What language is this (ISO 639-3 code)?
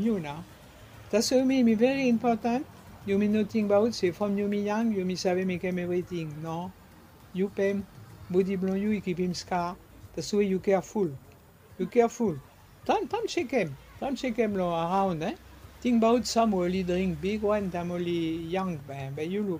bis